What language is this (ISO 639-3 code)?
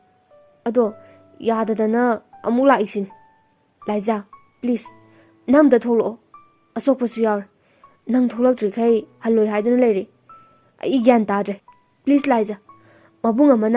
mni